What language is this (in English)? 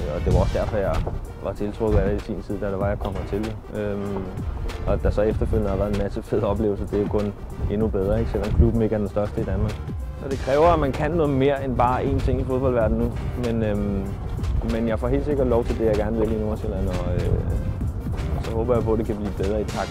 Danish